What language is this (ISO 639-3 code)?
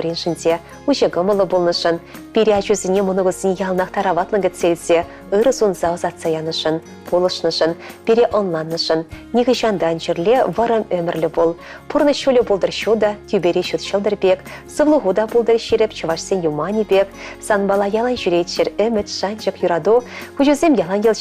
chv